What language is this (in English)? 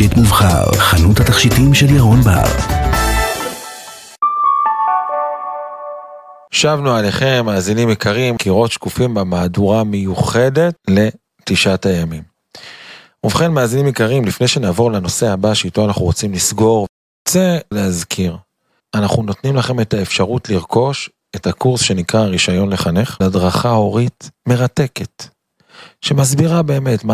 Hebrew